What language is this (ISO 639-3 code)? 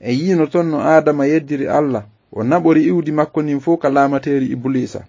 ful